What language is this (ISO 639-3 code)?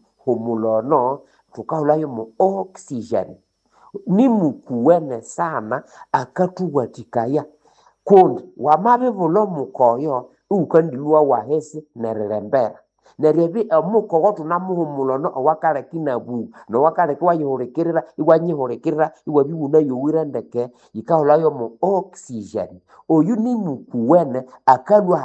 nnb